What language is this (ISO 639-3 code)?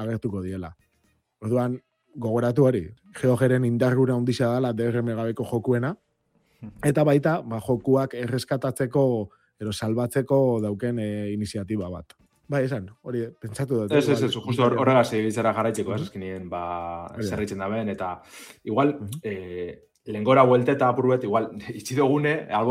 eus